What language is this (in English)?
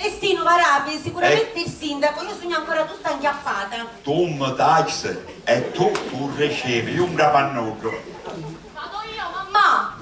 Sicilian